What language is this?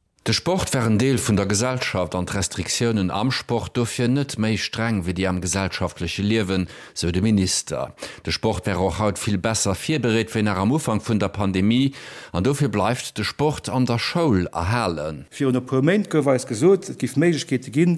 Luxembourgish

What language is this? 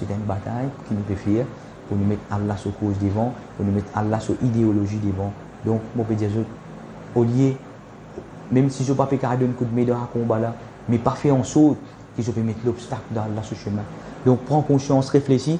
Morisyen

